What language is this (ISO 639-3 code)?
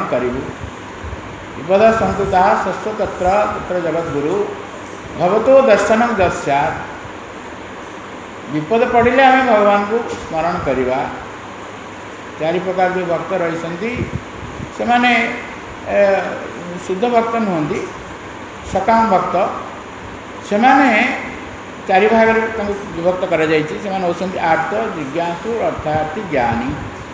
ori